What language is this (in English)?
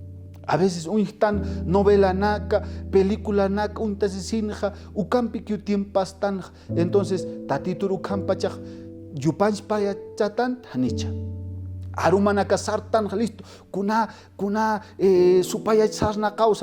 Aymara